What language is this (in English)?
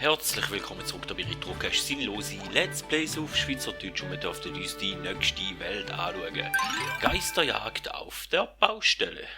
Swiss German